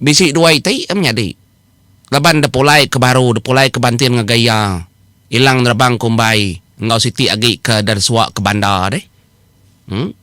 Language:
Iban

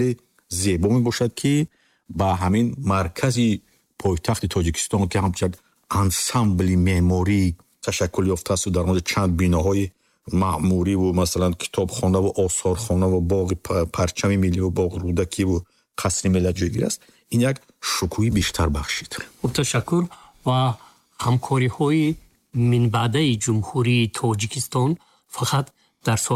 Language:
Tajik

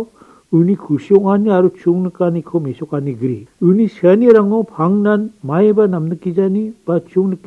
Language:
Garo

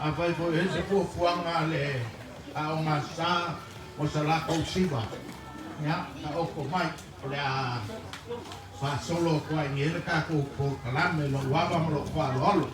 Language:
Samoan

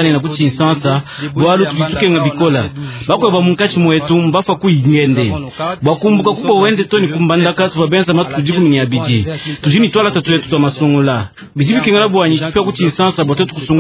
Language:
Luba-Lulua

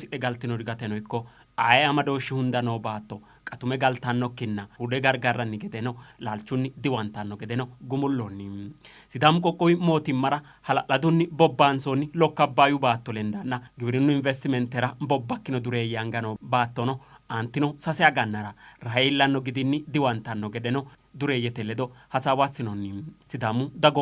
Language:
Sidamo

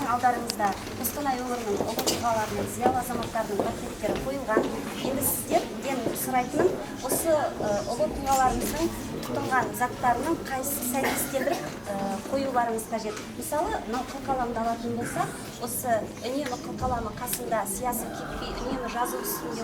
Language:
Kazakh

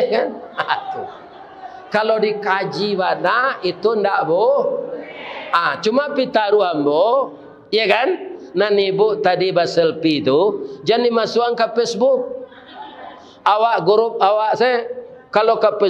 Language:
Minangkabau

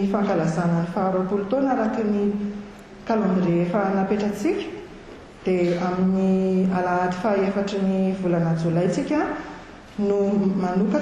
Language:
Malagasy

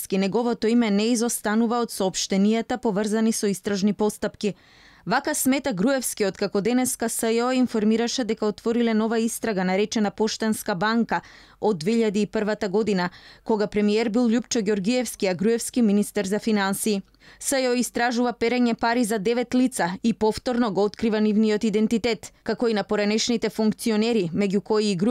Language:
Macedonian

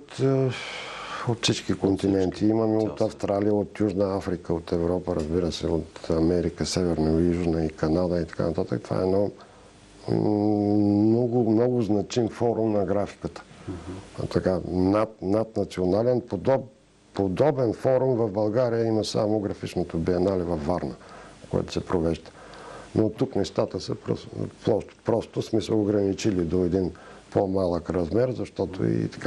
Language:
Bulgarian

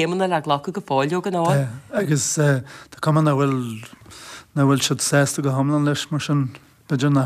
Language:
Irish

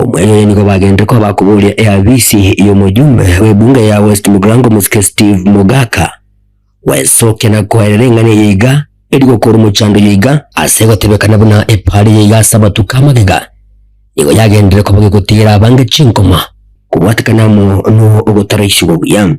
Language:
Gusii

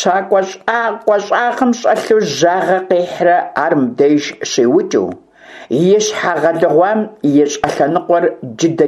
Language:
Kabardian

